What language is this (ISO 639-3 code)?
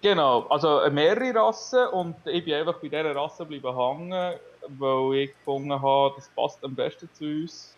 gsw